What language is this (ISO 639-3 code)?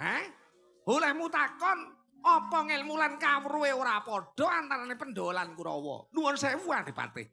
jav